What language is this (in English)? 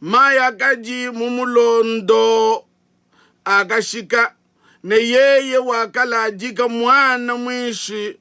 Luba-Lulua